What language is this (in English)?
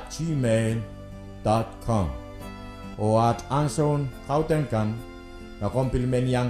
Pohnpeian